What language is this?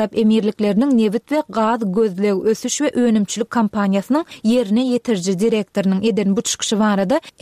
Turkmen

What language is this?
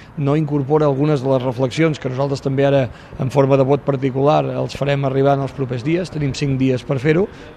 Catalan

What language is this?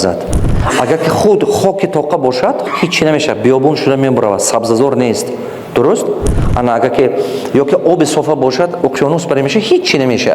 Tajik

